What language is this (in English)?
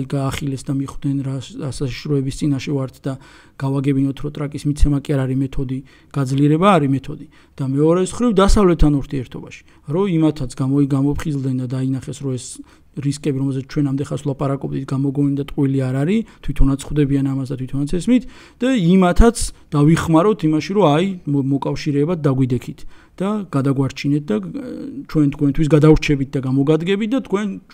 Georgian